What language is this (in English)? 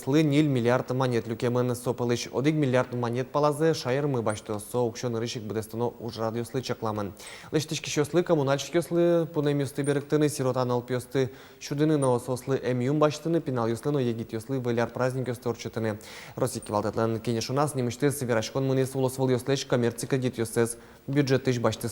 Udmurt